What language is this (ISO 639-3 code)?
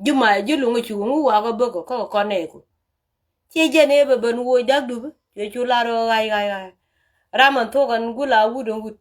nus